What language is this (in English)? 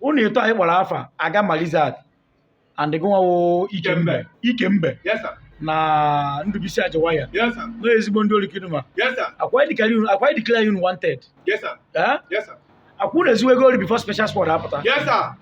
Igbo